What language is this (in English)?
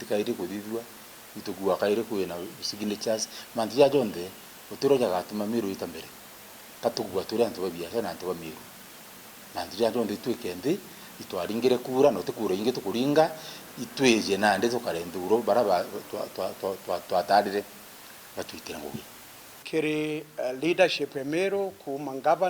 Meru